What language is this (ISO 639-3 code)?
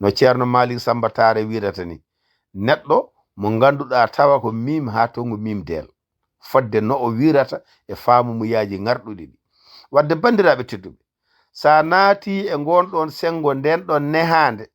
ful